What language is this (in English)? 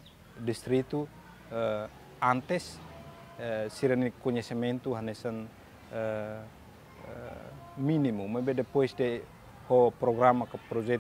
Tetum